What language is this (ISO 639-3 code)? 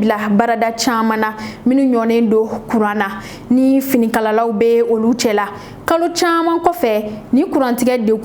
bam